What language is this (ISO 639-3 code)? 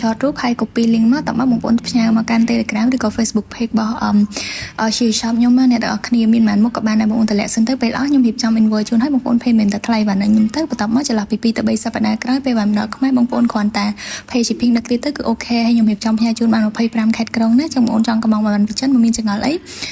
khm